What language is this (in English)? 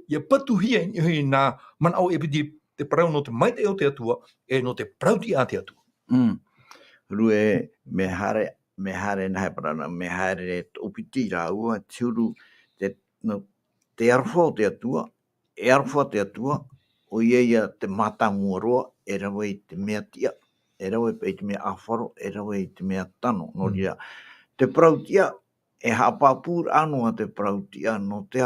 Tahitian